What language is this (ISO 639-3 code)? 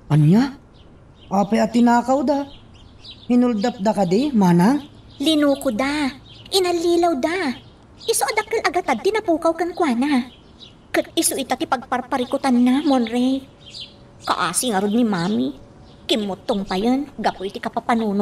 ilo